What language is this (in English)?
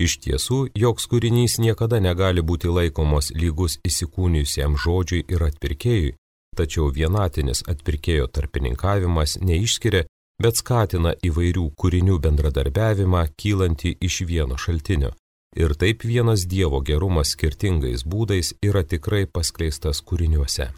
Lithuanian